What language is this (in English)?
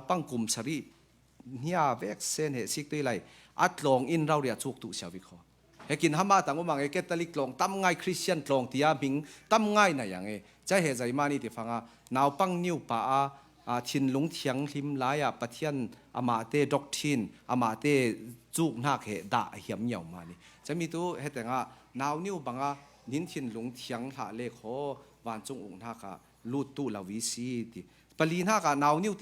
Falam Chin